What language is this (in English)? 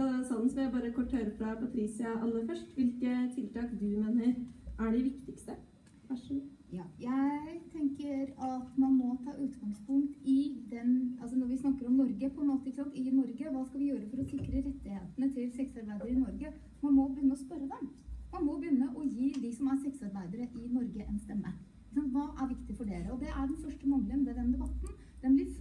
Norwegian